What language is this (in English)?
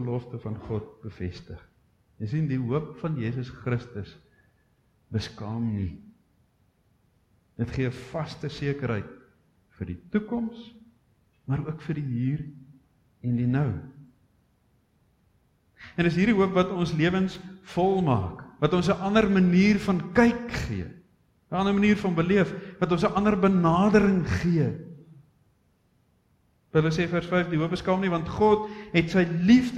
Afrikaans